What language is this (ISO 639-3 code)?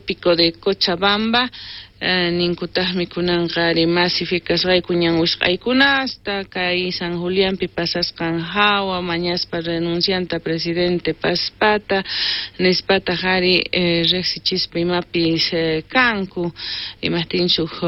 quh